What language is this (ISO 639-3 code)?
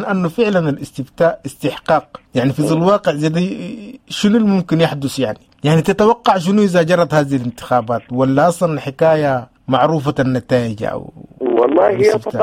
apd